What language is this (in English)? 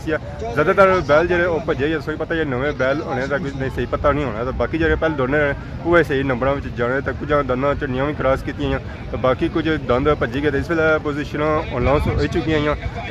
Pahari-Potwari